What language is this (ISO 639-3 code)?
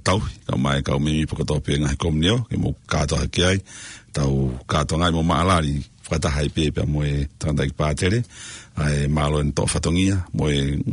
ton